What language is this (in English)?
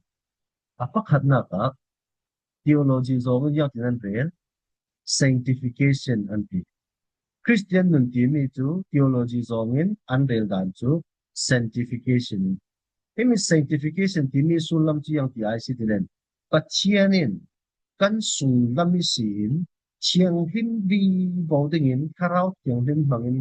Falam Chin